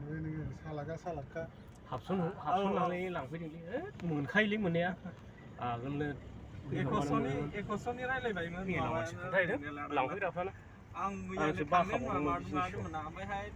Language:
Bodo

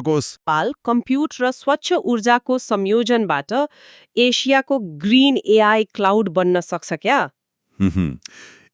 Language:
Nepali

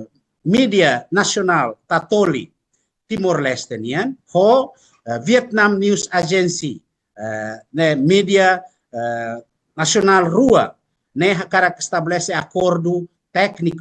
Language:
Tetum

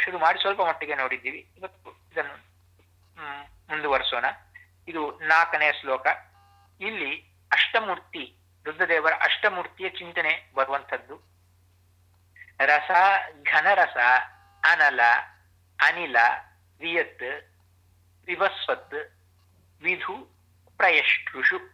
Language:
Kannada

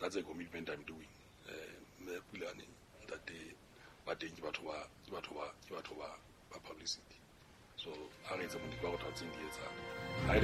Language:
Southern Sotho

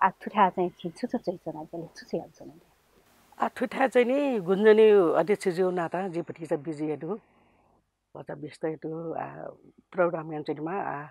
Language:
Newari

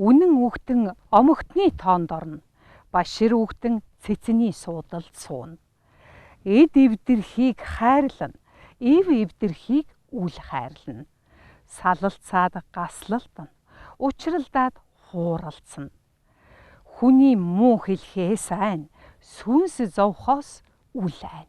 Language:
Mongolian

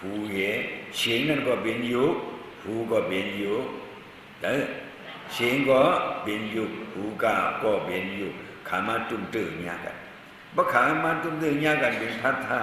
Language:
Shan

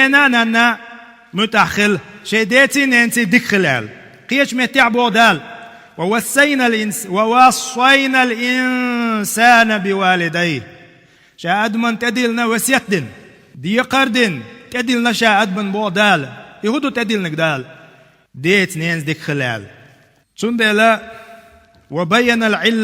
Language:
Chechen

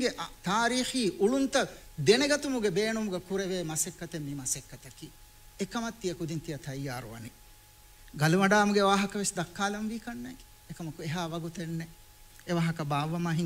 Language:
Divehi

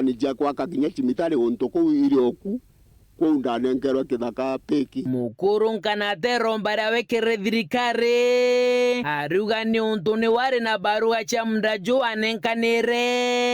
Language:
Meru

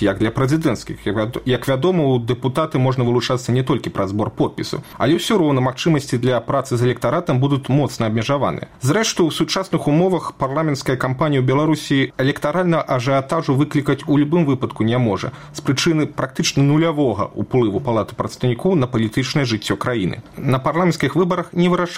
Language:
Belarusian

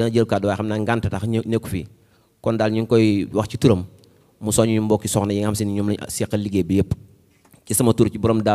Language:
Wolof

